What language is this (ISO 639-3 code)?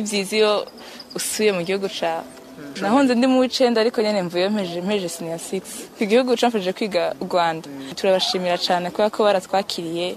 run